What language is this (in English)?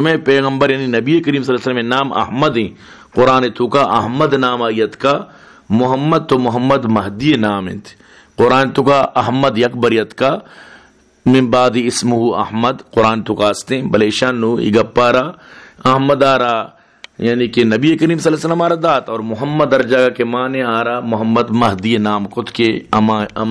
Baluchi